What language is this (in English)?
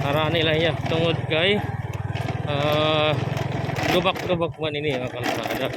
Waray